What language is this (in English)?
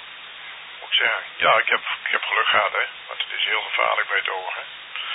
Dutch